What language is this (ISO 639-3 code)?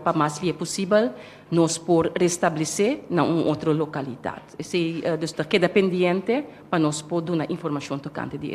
pap